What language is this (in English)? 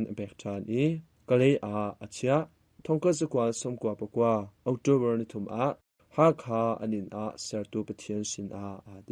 Hakha Chin